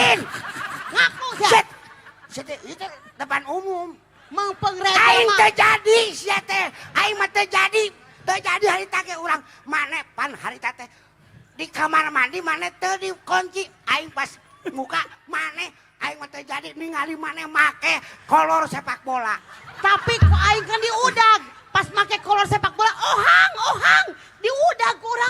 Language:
Sundanese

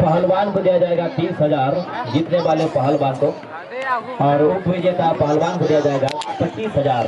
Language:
Santali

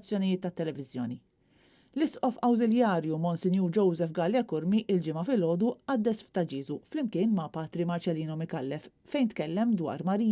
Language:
Maltese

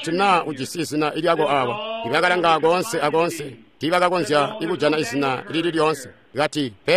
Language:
Tonga (Zambia)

